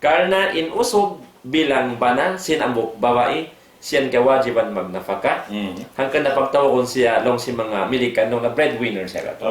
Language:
Tausug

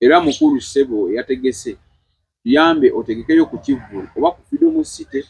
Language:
Ganda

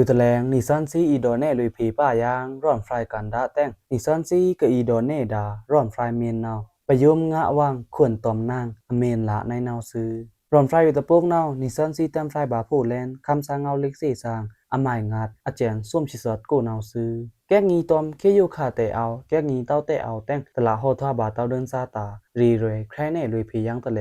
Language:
Pa'o Karen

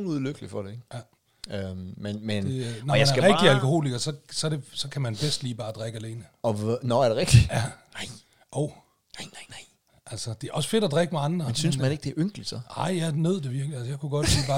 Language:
Danish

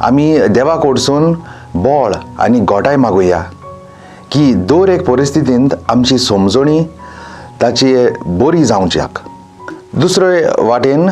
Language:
Konkani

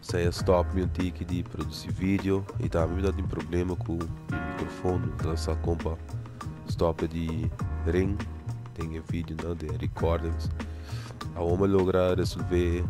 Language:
Papiamento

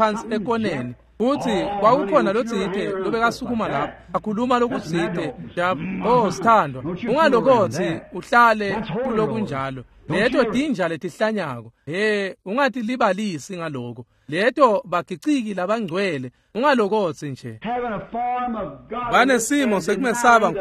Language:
Swati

